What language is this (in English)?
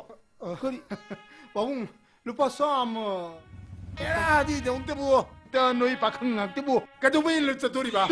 Manipuri